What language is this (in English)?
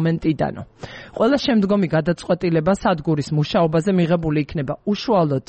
Georgian